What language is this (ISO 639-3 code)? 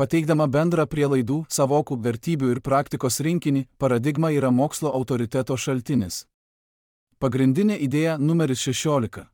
lit